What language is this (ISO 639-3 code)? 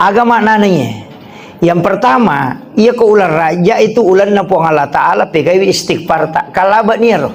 bug